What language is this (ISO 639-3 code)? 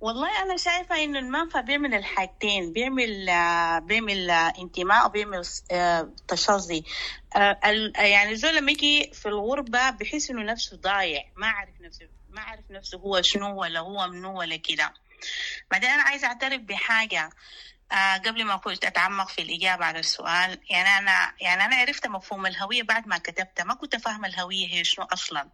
apd